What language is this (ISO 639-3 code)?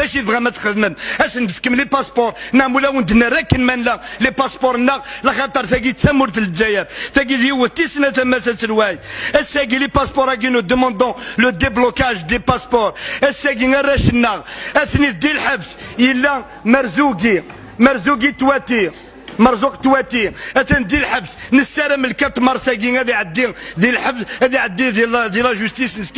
kab